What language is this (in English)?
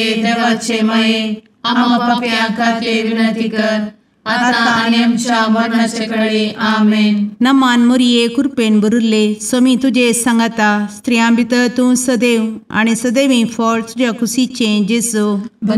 Konkani